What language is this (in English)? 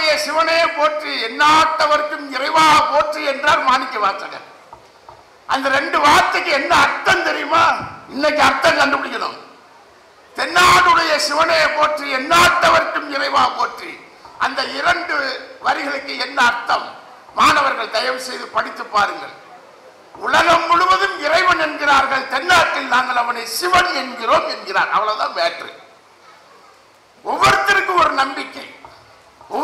Tamil